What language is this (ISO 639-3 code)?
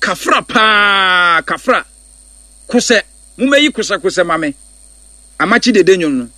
aka